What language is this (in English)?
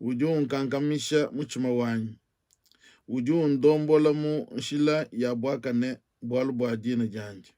Luba-Lulua